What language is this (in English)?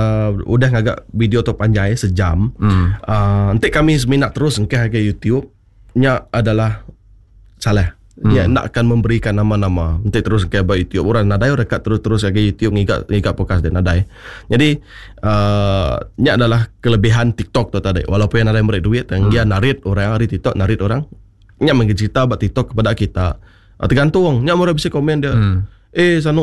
Iban